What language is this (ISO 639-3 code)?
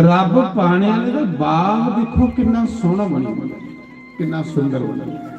doi